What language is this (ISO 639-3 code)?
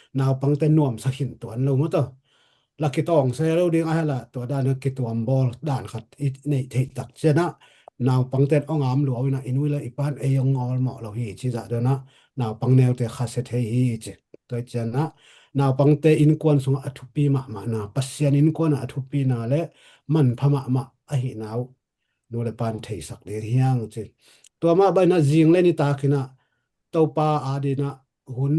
ctd